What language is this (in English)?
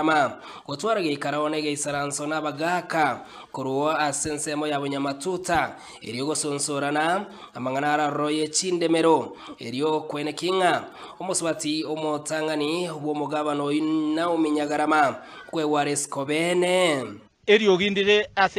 Gusii